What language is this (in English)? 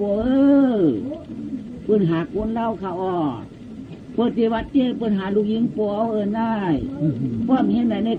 Shan